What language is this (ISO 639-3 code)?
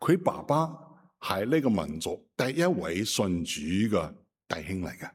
yue